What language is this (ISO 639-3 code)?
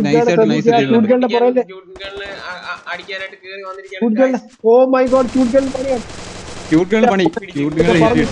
mal